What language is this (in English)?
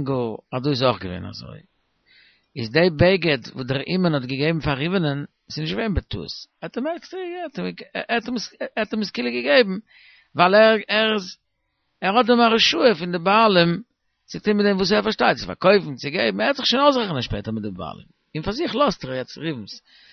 Yiddish